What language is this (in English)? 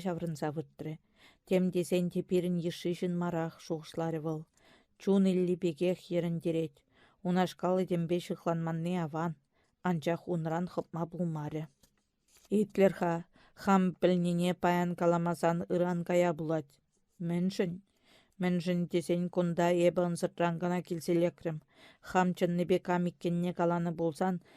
Chuvash